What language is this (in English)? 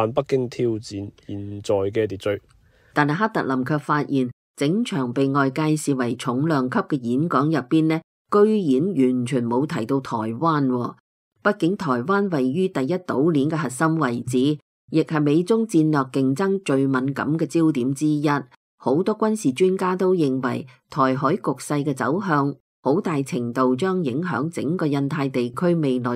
Cantonese